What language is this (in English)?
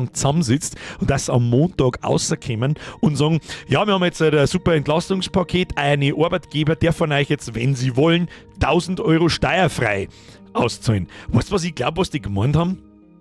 Bavarian